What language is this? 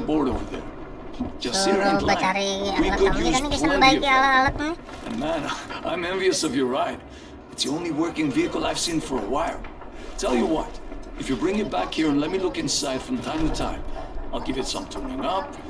Banjar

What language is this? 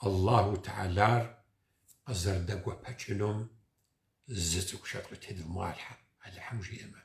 Kabardian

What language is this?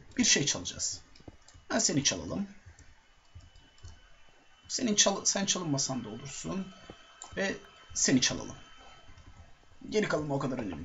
Turkish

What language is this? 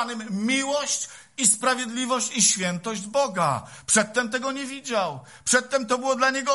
Polish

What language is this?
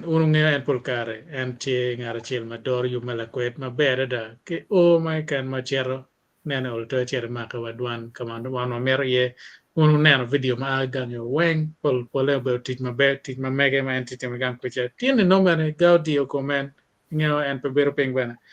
Acoli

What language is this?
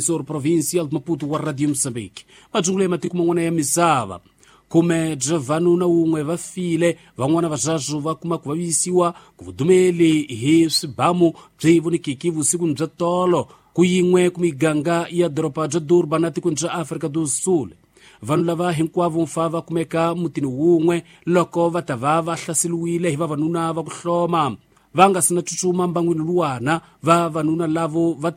Tsonga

